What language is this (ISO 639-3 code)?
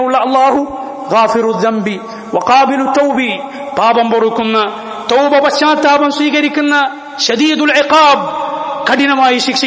mal